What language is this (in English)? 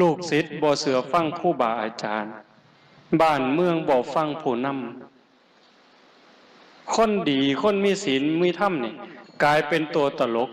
Northeastern Thai